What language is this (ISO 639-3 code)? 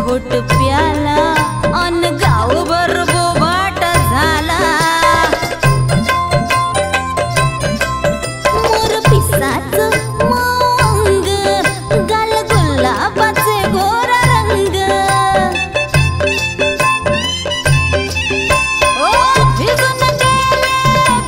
mar